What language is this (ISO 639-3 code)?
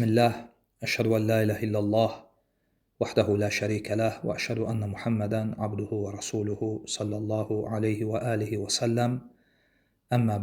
aze